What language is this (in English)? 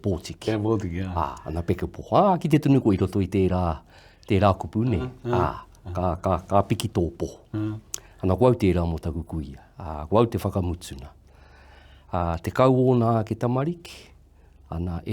Māori